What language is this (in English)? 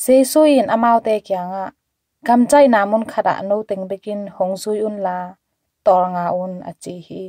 Tedim Chin